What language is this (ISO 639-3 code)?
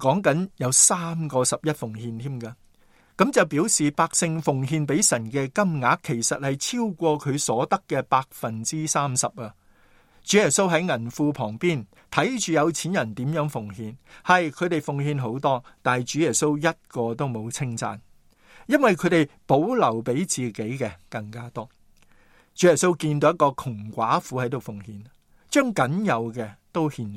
yue